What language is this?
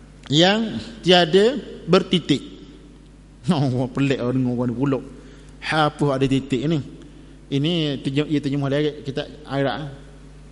Malay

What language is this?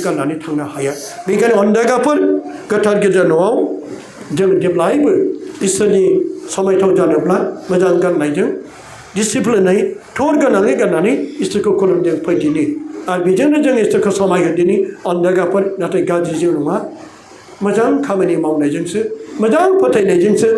Bodo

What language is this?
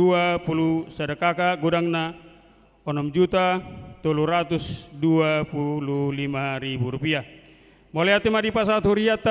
Batak Toba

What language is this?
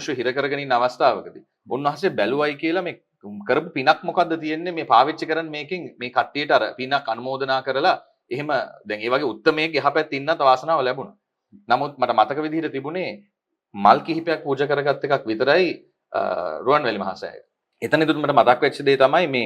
Sinhala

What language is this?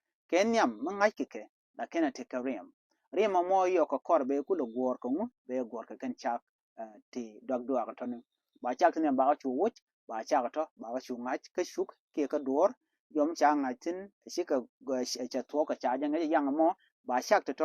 Nuer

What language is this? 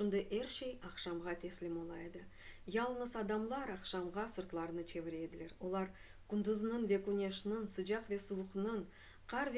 Crimean Tatar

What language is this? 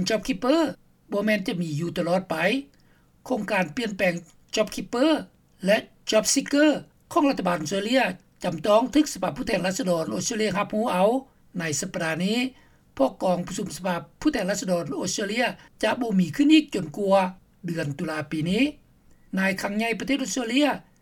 Lao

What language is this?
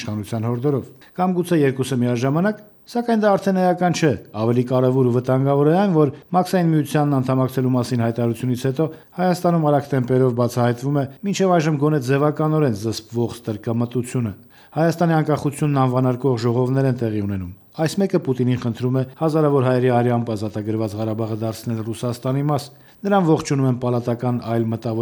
Armenian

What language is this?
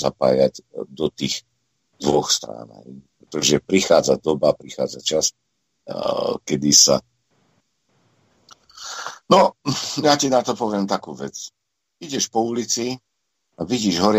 Slovak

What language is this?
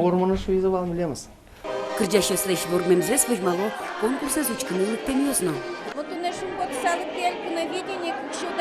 Udmurt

